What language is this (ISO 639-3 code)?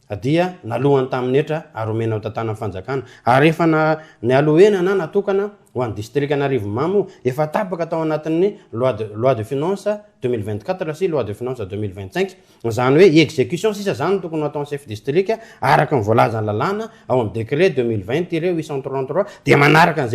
mlg